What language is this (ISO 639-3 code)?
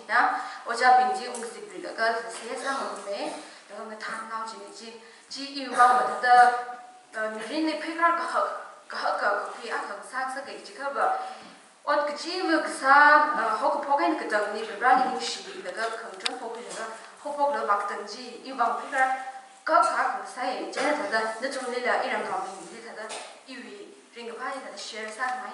nmf